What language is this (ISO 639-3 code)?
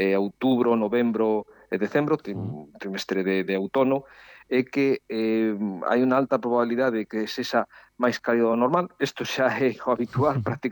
glg